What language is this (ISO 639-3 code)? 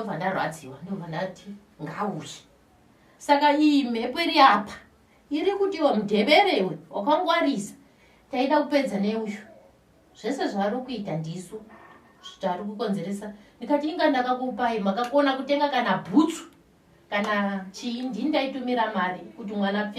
sna